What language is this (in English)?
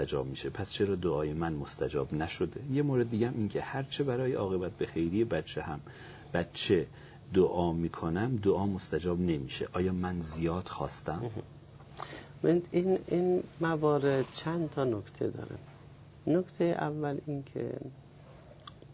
Persian